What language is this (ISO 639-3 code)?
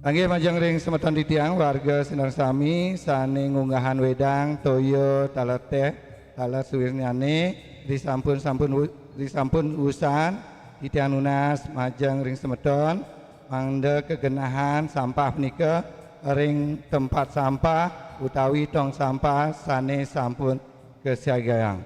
ban